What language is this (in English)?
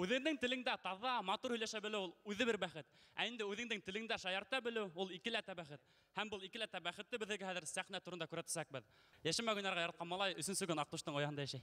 Bashkir